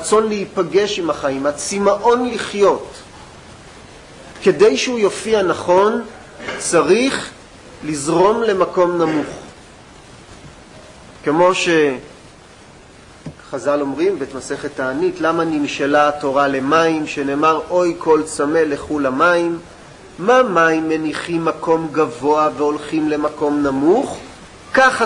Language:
Hebrew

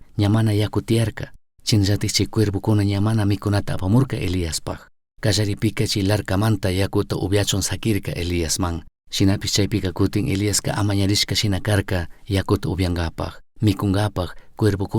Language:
Chimborazo Highland Quichua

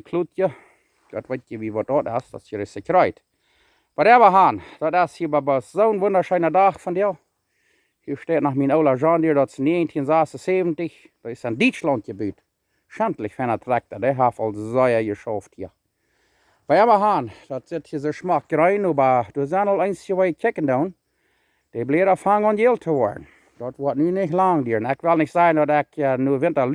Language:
Plautdietsch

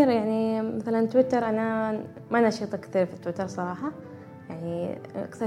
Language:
Gulf Arabic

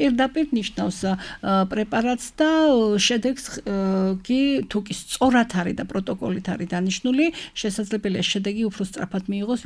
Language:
Georgian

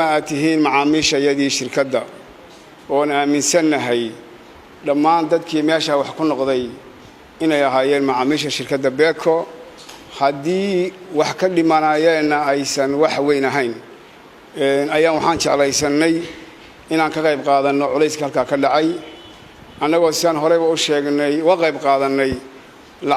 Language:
Somali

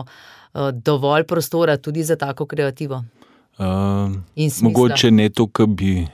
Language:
Slovenian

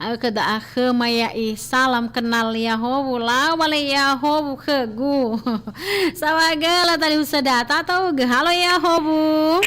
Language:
Nias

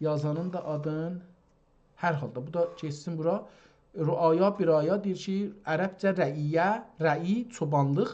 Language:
South Azerbaijani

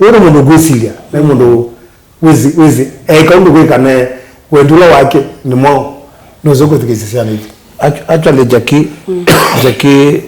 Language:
Kamba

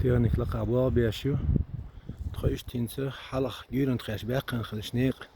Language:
Chechen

